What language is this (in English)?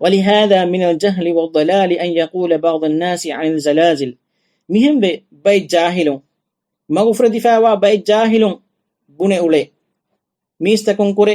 Divehi